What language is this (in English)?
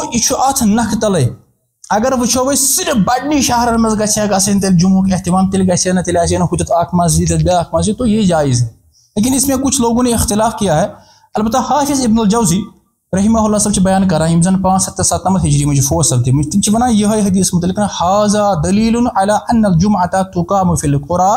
Kashmiri